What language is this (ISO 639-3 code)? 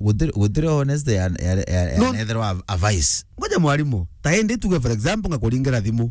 mer